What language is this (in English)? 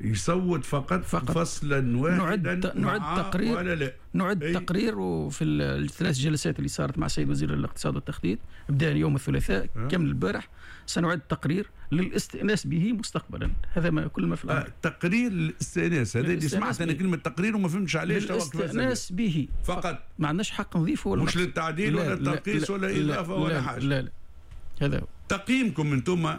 Tunisian Arabic